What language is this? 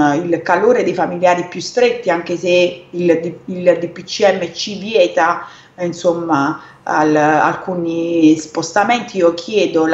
Italian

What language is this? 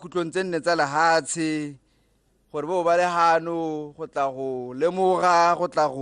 Tswana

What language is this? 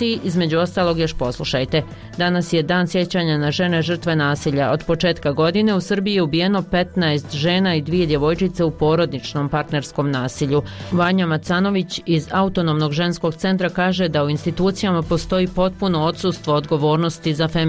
Bosnian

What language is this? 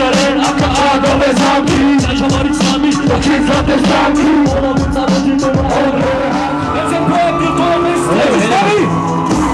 Slovak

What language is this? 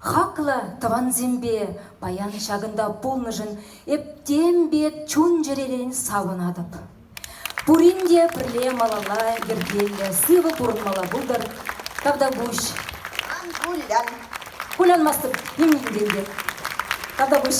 Chuvash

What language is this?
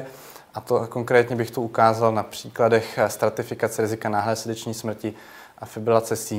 Czech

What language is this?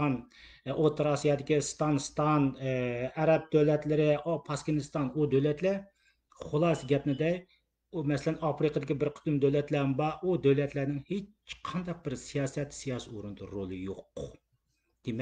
Uyghur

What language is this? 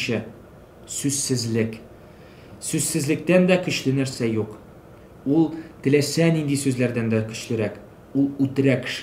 Tatar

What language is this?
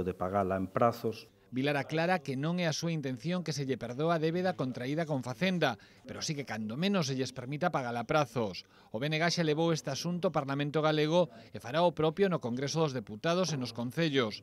Galician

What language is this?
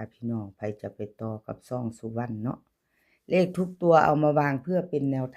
Northeastern Thai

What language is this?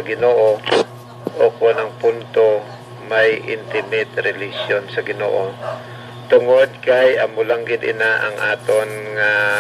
Hiligaynon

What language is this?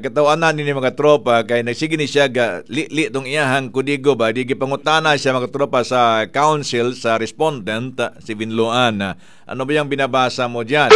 Cebuano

